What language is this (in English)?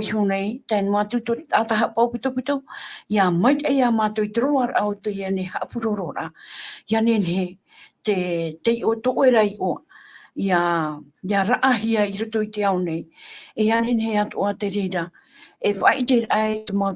Tahitian